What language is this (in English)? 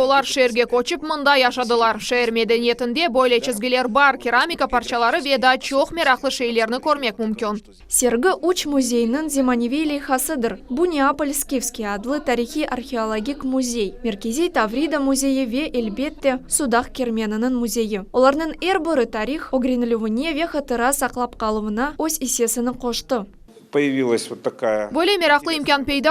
Crimean Tatar